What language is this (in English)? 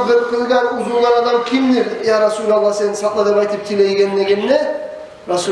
Kumyk